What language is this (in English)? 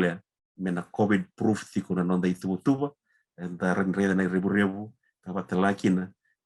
Fijian